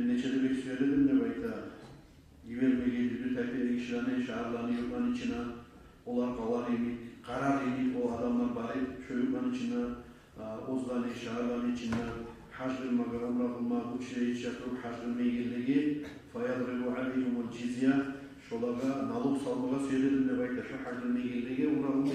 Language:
Kumyk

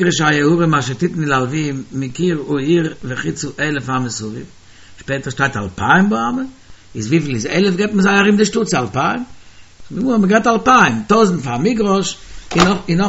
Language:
Yiddish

